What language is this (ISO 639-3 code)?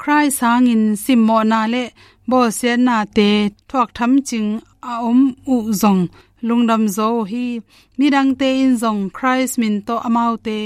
ctd